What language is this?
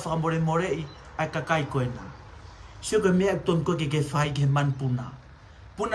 Tongan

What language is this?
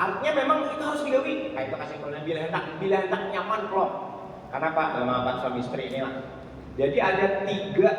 Banjar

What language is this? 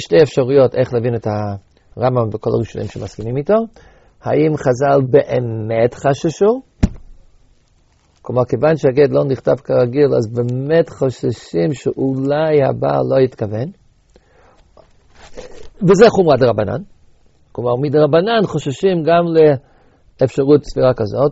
Hebrew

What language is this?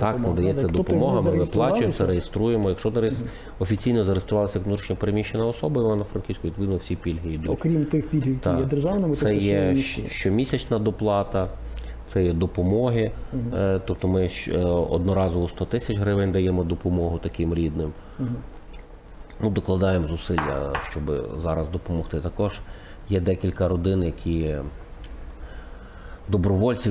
Ukrainian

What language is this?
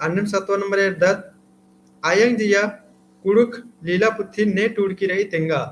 Kurukh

